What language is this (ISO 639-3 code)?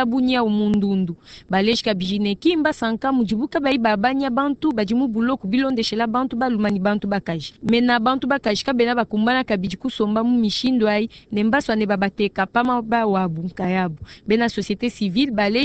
lua